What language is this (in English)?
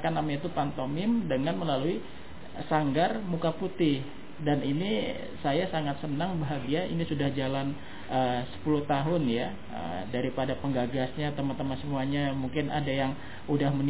Indonesian